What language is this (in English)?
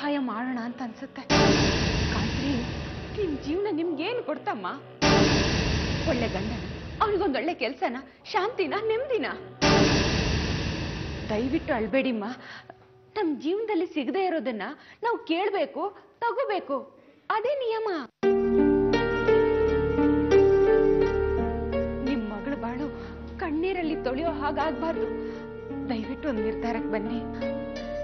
Kannada